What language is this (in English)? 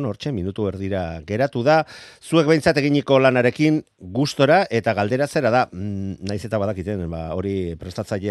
Basque